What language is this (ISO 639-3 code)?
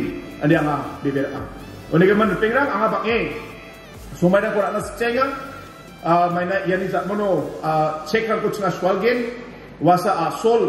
grt